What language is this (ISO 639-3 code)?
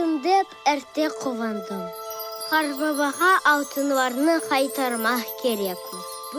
crh